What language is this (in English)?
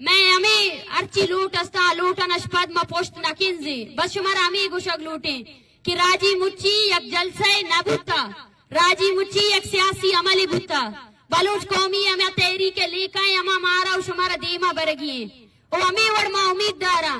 Baluchi